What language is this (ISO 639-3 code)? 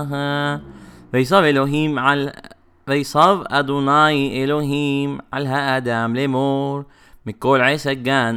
heb